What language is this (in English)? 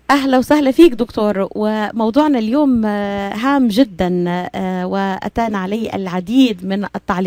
North Levantine Arabic